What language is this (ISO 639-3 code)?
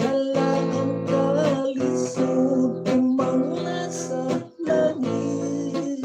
hil